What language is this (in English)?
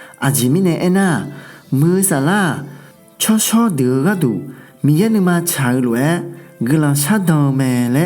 Akha